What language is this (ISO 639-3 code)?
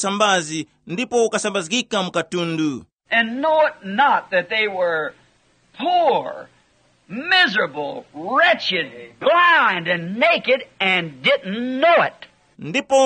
tum